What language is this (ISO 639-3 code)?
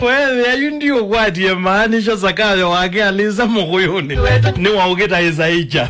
kam